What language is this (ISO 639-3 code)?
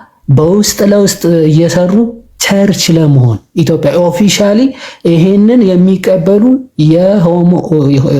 amh